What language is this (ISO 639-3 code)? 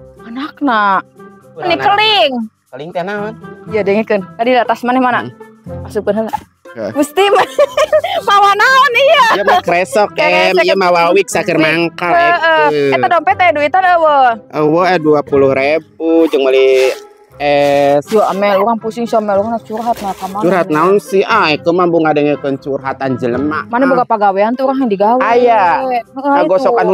sun